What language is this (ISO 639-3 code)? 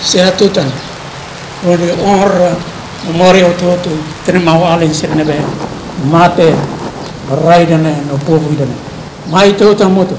tet